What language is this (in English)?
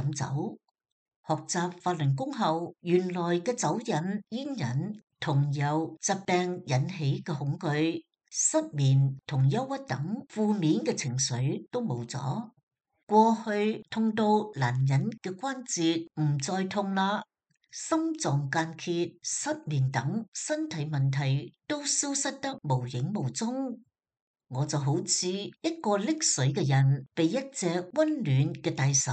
Cantonese